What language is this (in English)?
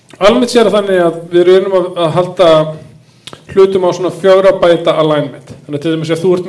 Icelandic